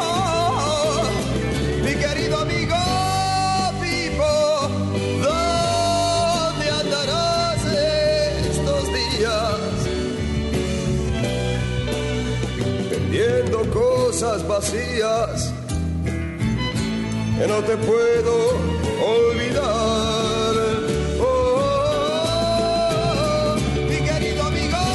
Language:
Spanish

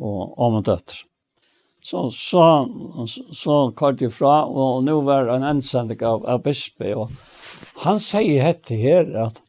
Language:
Faroese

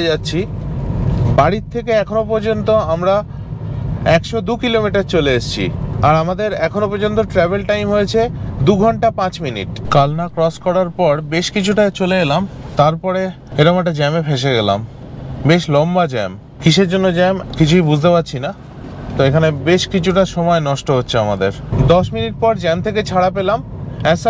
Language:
Bangla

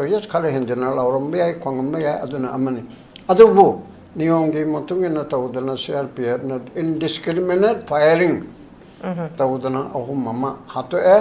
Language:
Manipuri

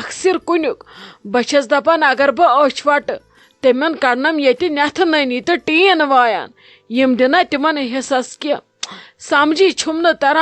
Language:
Kashmiri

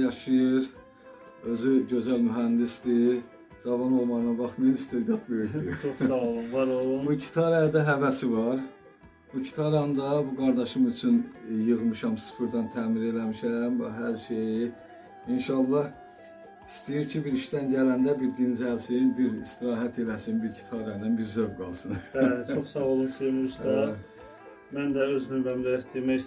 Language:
Azerbaijani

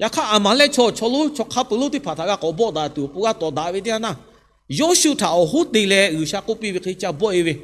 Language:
Lahu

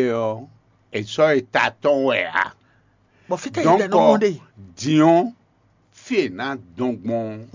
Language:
Fon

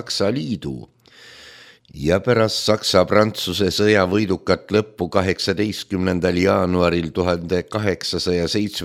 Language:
Estonian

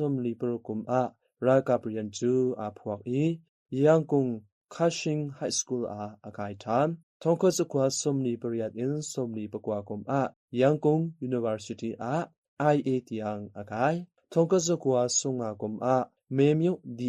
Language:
Hakha Chin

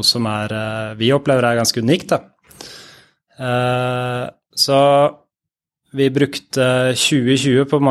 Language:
Norwegian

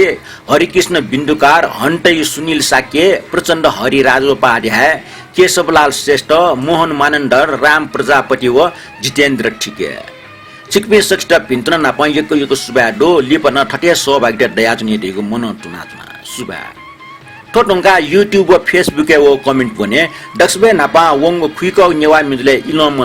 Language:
Newari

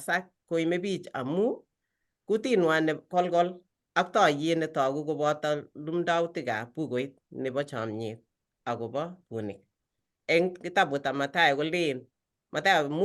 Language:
Kalenjin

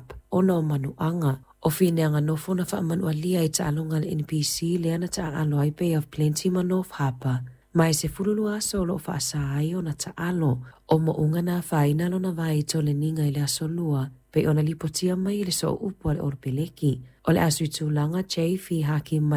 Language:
Samoan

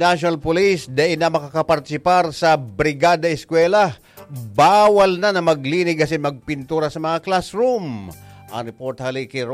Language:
Bikol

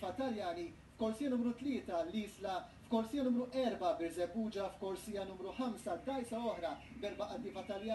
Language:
Maltese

